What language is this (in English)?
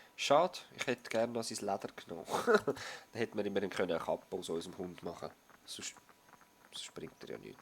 Swiss German